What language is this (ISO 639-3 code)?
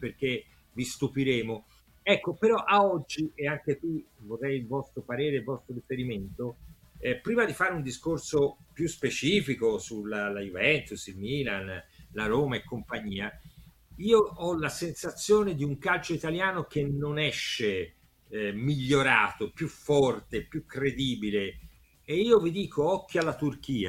ita